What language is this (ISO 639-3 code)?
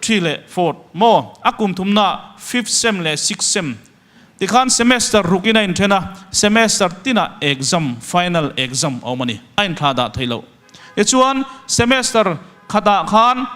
lus